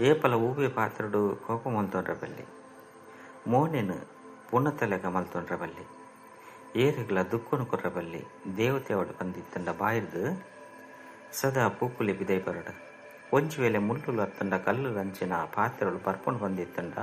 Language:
Tulu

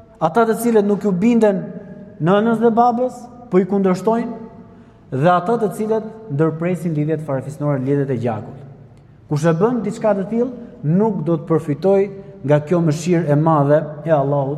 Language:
Albanian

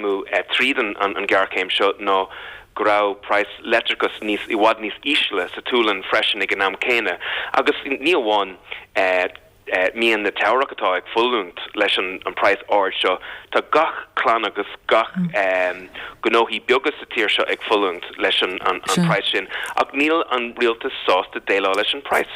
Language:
Irish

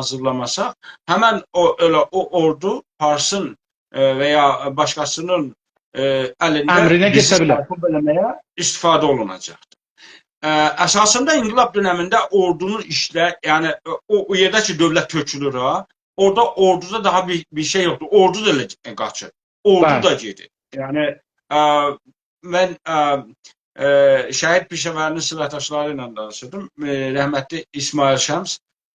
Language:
South Azerbaijani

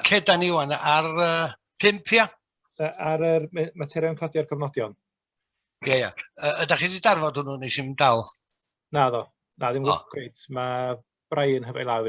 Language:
Welsh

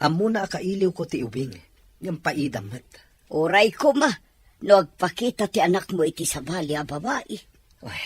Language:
Iloko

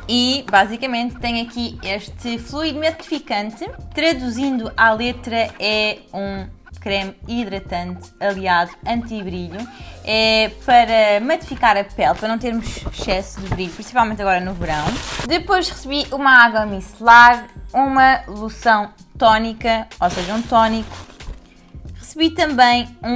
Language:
Portuguese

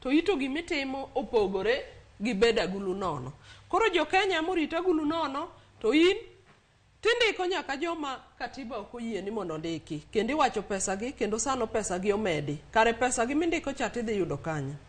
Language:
Luo (Kenya and Tanzania)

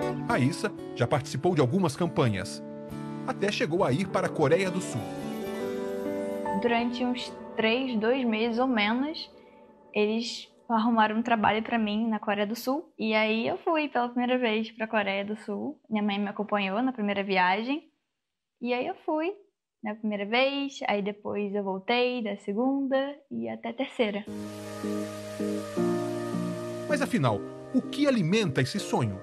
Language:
Portuguese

